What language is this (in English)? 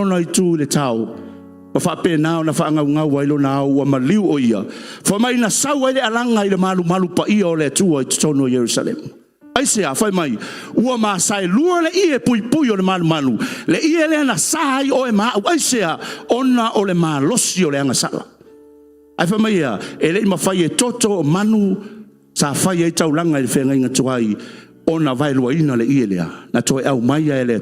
Samoan